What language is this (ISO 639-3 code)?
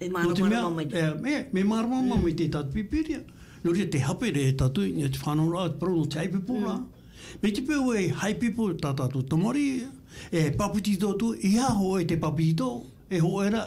tah